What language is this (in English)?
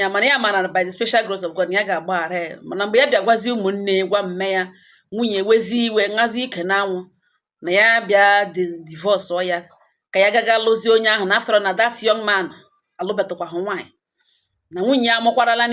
Igbo